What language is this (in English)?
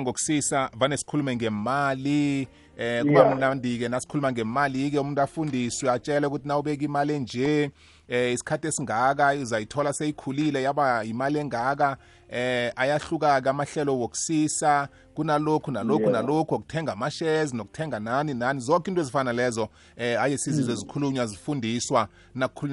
South Ndebele